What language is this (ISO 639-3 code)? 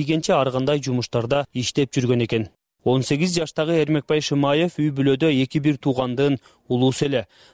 kir